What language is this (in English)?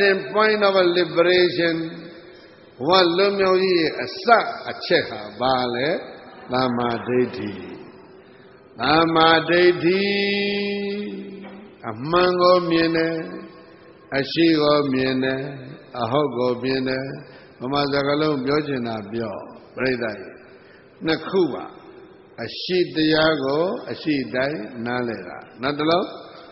Burmese